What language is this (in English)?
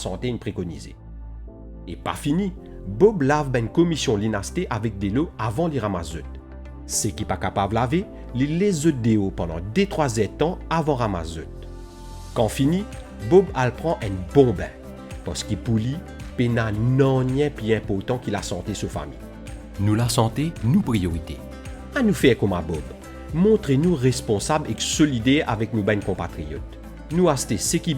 Morisyen